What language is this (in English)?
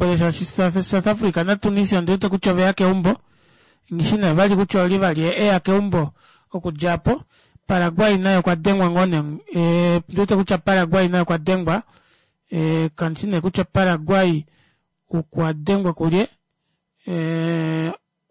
Kuanyama